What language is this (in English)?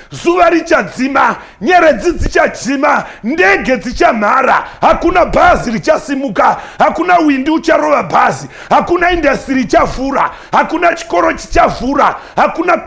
Shona